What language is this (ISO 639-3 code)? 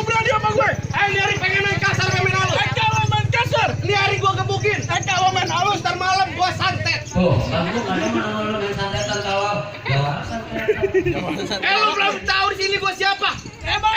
bew